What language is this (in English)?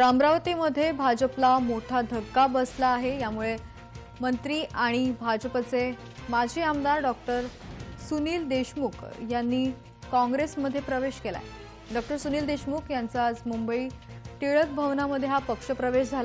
Marathi